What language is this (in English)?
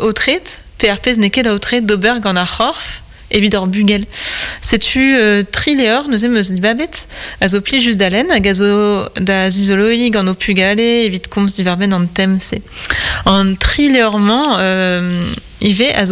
Breton